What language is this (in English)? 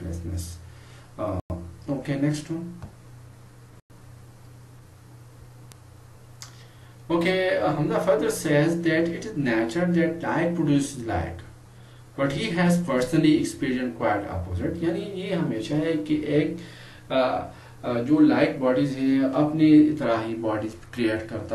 Urdu